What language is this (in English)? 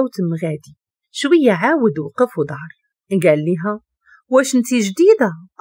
Moroccan Arabic